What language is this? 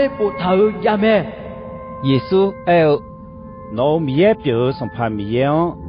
Akha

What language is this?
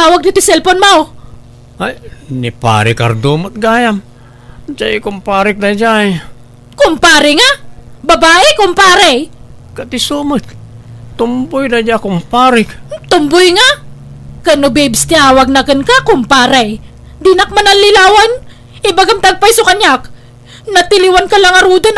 Iloko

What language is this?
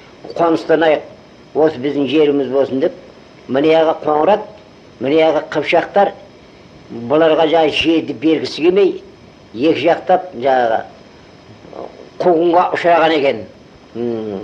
Kazakh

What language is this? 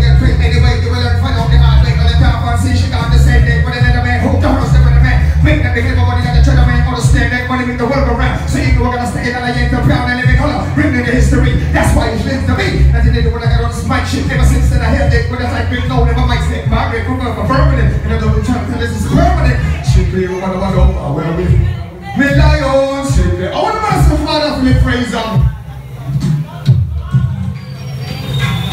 English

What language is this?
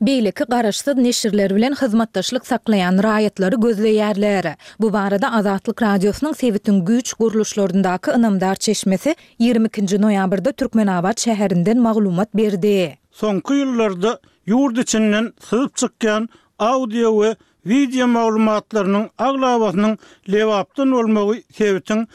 Turkmen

